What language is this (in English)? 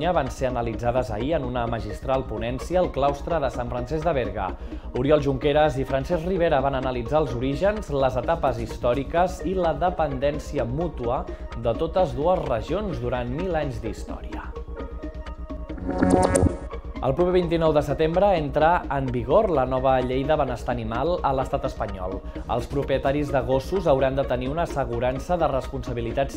Catalan